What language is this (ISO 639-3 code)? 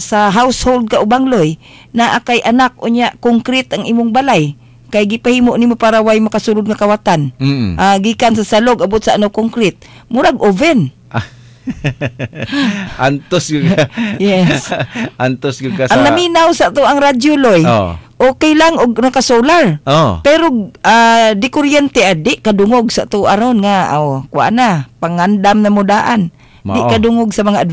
ceb